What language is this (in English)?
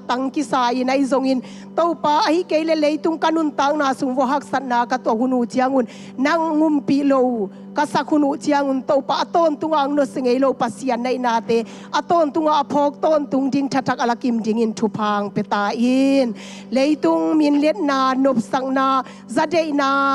Tedim Chin